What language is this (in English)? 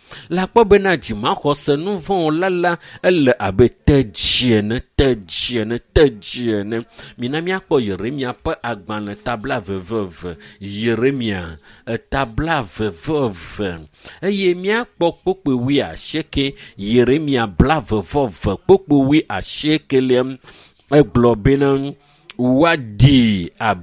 Ewe